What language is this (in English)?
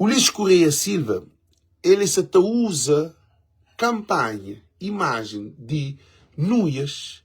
Kabuverdianu